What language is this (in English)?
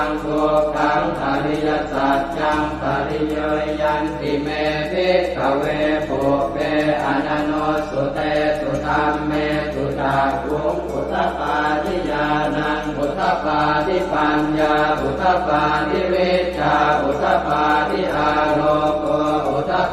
Pali